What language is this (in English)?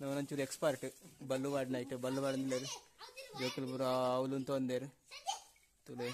Tulu